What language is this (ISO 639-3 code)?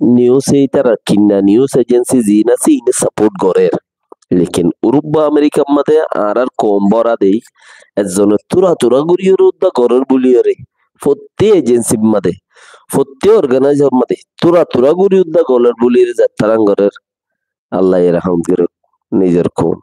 rhg